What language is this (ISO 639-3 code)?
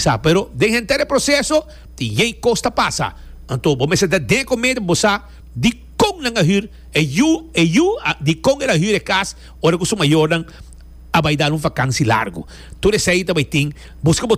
pap